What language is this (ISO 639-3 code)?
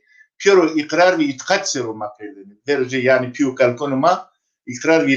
zza